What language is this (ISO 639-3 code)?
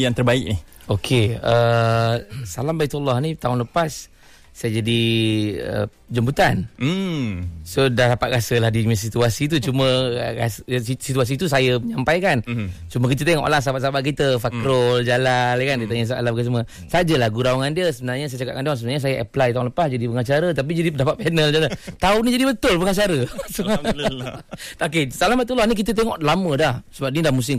msa